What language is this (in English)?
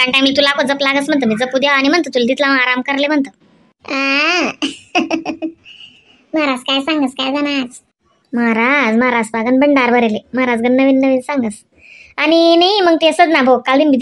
Khandesi